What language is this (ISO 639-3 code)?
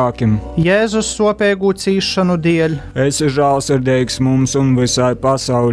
ltg